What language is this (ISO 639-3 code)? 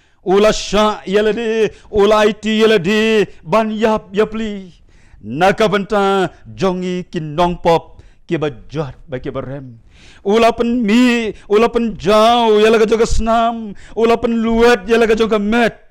kha